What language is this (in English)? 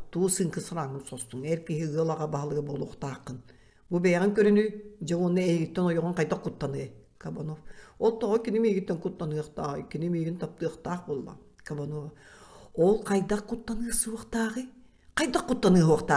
Yakut